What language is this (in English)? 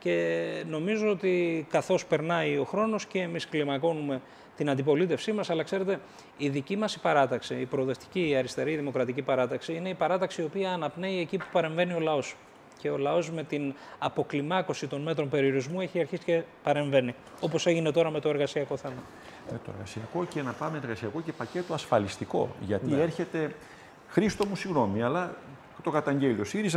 Greek